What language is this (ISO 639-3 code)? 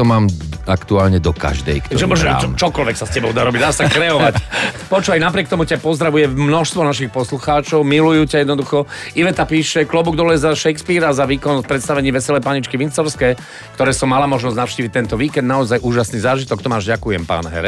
slk